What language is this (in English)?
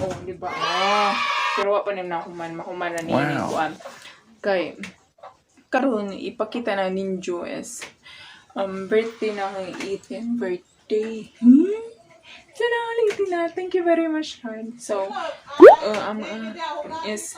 Cebuano